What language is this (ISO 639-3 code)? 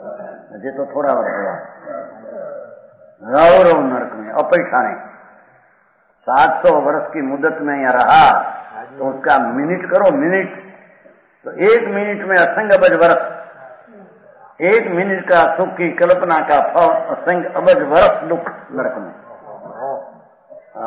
hin